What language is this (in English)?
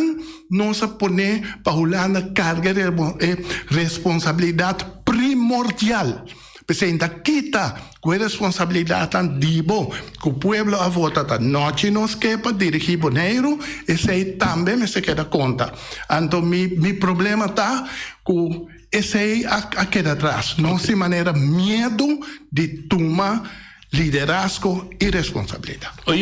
Papiamento